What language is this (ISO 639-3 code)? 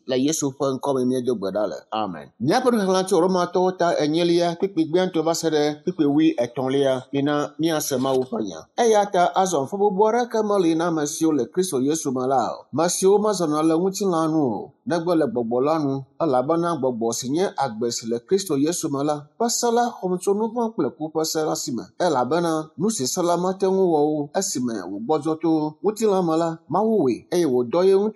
ewe